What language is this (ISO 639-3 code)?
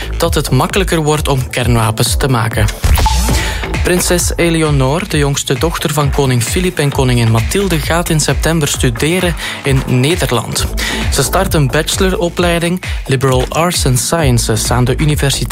nld